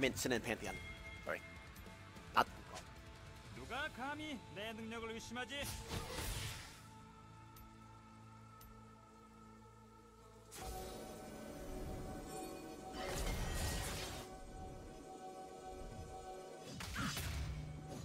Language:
Korean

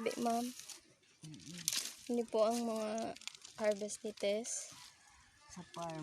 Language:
Bikol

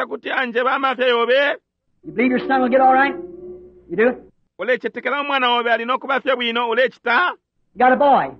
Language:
Bemba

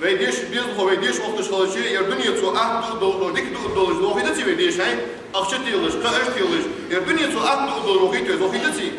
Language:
Ingush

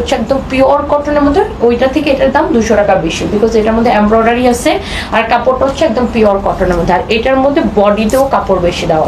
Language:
Bangla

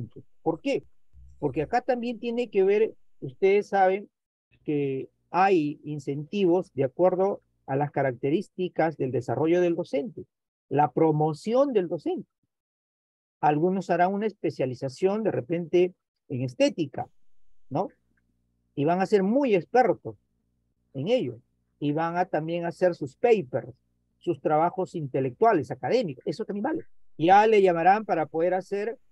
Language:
Spanish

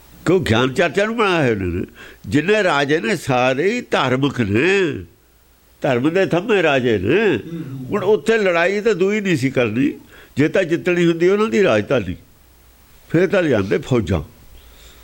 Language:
Punjabi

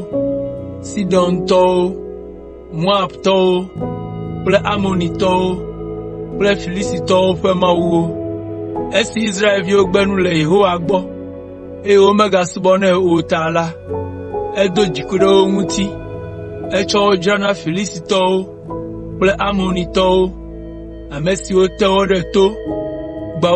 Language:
Ewe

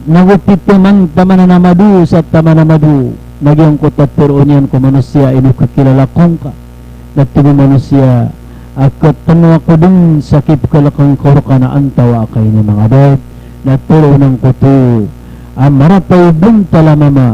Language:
Maranao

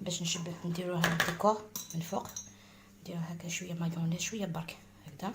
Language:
Algerian Arabic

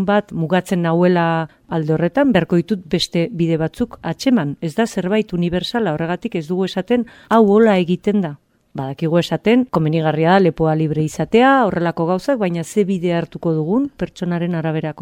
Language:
Basque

